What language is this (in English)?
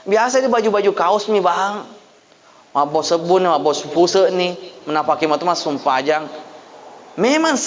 Buginese